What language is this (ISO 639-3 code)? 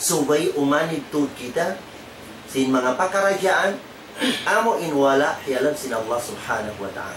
tsg